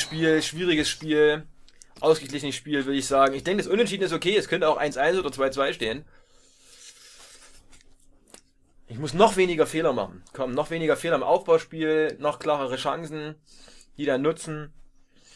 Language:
German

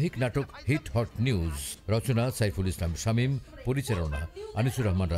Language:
Bangla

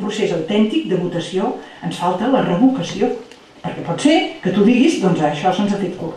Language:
Catalan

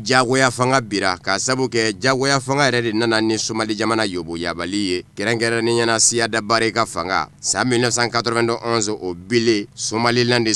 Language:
Bambara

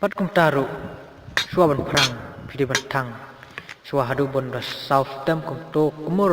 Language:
Khasi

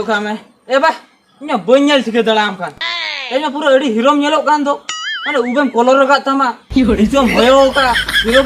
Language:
Santali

